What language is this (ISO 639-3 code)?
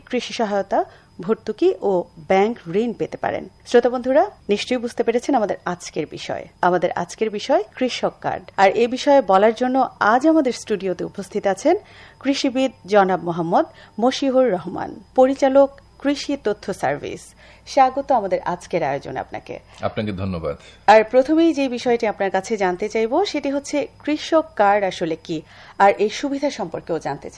ben